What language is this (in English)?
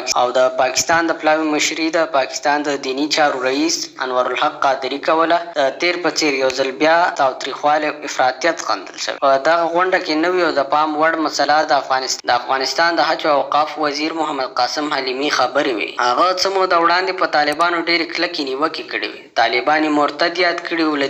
Pashto